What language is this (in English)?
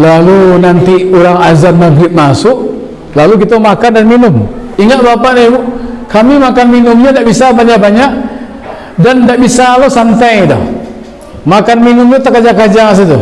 Minangkabau